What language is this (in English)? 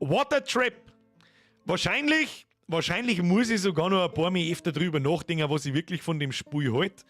Bavarian